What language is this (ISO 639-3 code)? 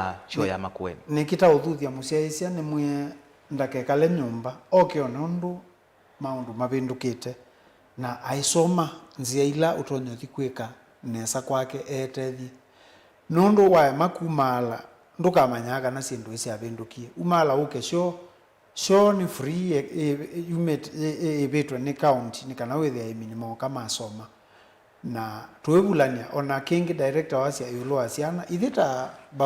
kam